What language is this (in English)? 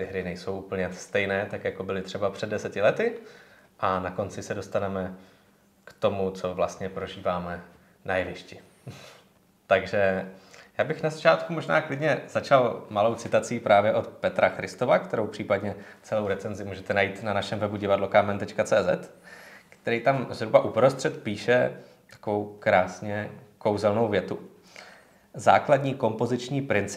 Czech